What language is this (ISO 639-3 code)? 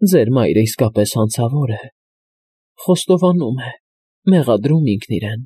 hye